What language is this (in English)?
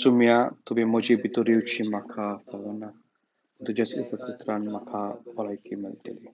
Konkani